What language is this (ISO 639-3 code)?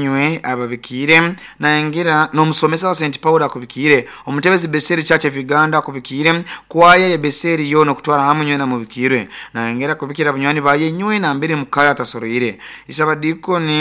nyo